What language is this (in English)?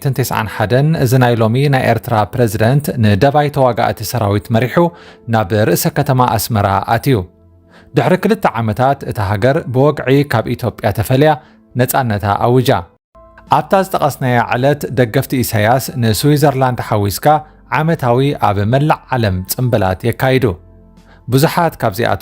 Tigrinya